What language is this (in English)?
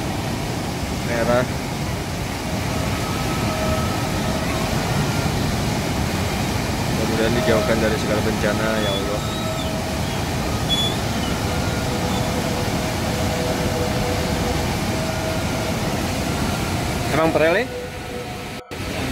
Indonesian